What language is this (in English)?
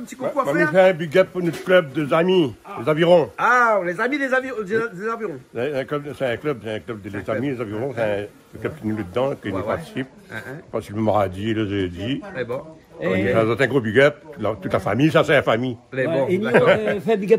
Réunion Creole French